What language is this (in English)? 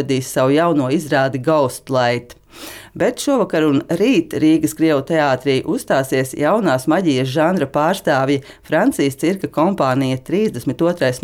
Latvian